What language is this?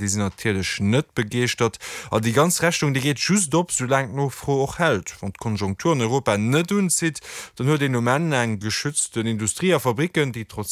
Luxembourgish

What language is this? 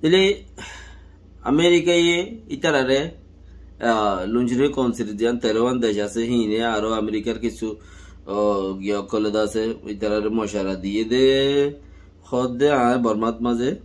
Rohingya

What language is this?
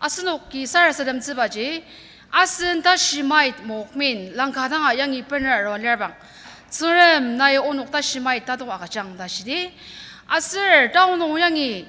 Ao Naga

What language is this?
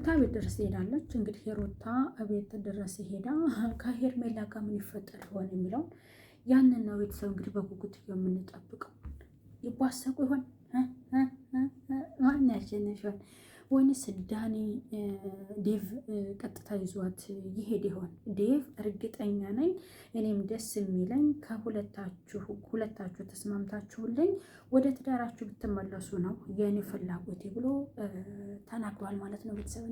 Amharic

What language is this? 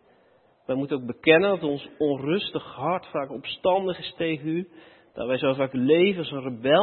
Dutch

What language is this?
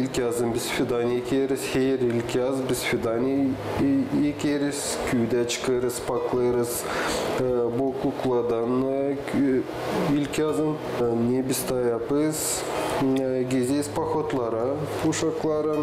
Gagauz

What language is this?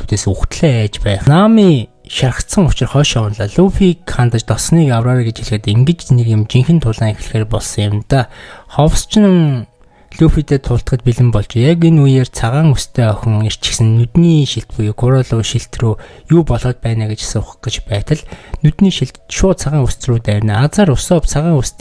Mongolian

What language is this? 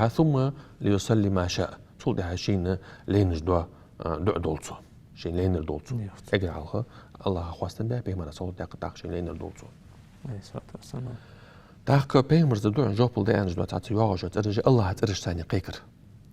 Ingush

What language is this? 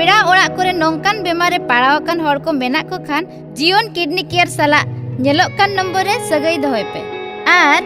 Santali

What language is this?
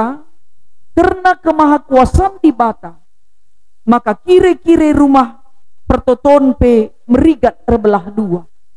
Batak Karo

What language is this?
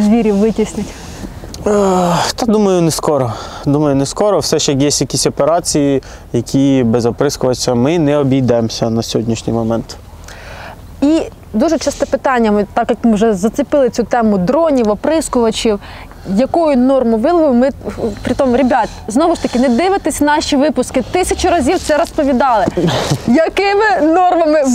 Ukrainian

